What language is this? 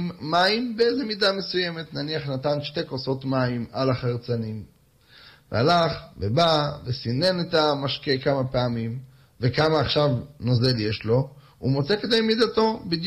Hebrew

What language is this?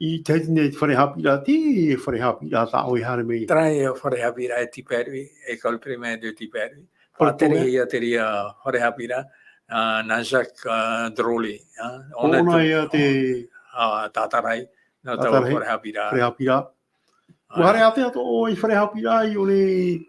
Tahitian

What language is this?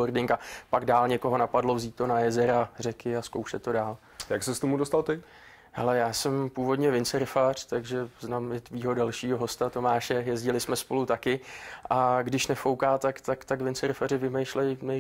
Czech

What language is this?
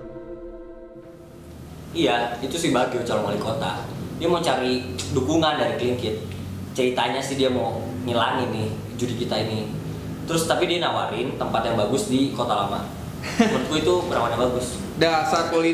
Indonesian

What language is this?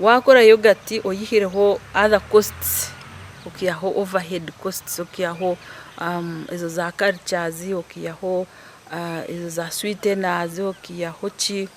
Nyankole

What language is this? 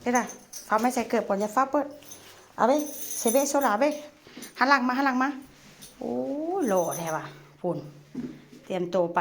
Northeastern Thai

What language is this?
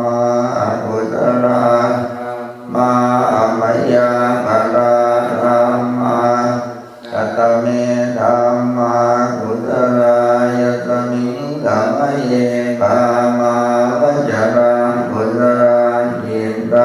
Pali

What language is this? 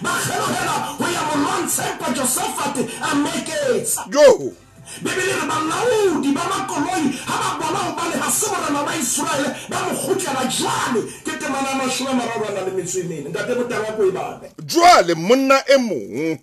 Southern Sotho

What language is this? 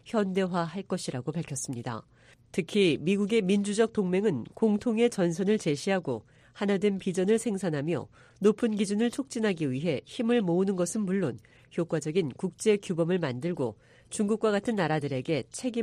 Korean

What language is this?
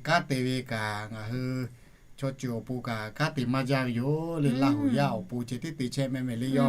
Lahu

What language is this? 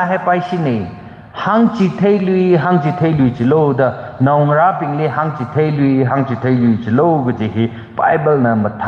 Tangkhul Naga (India)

